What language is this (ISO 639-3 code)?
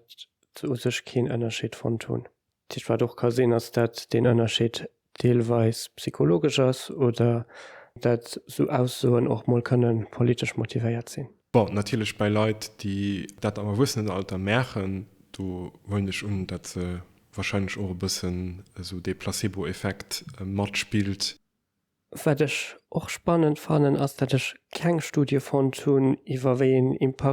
ltz